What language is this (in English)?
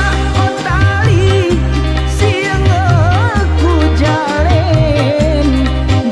Gayo